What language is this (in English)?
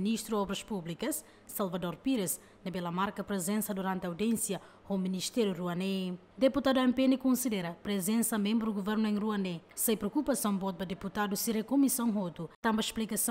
Tetum